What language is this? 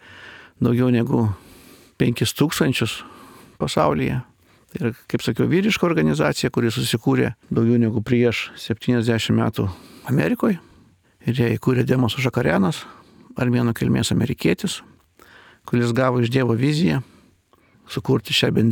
Lithuanian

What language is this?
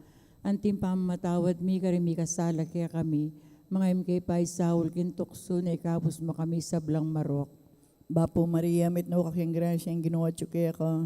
Pampanga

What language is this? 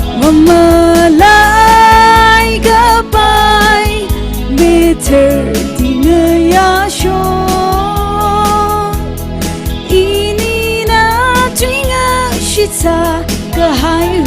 Tangkhul Naga (India)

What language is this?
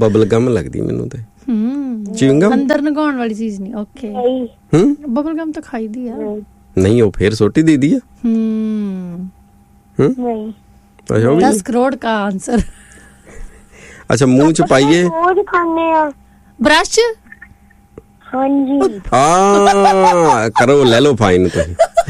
Punjabi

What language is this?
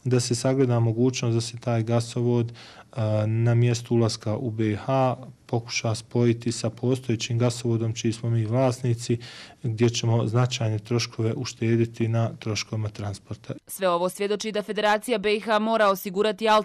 Croatian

